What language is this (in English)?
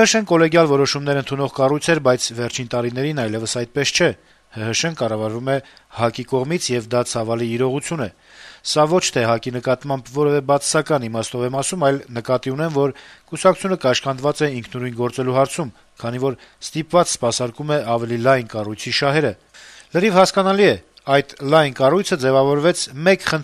Armenian